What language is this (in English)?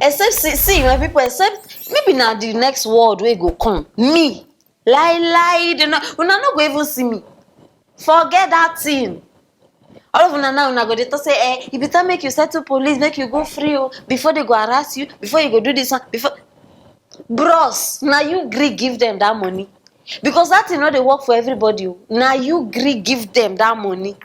Nigerian Pidgin